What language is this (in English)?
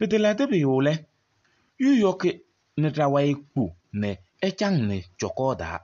Kabiyè